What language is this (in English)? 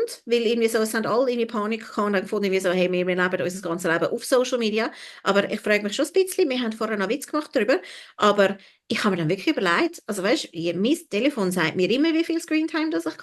Swiss German